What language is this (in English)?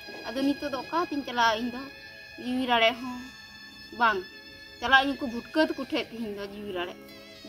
Santali